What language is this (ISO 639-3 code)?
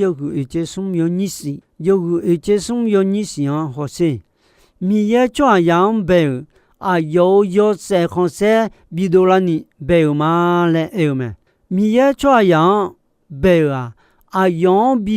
ahk